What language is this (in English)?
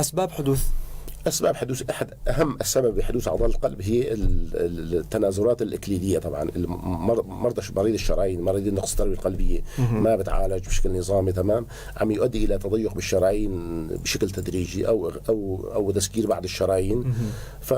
North Levantine Arabic